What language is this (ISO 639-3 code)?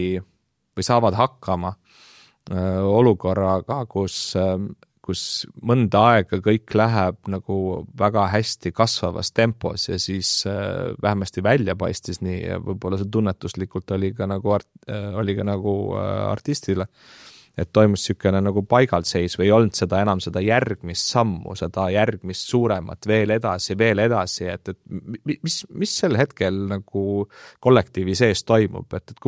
est